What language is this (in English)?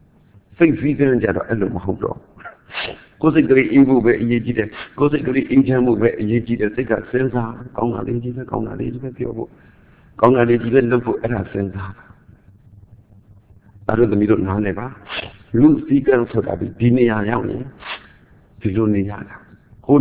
Burmese